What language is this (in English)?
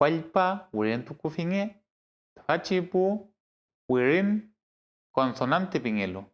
Mapuche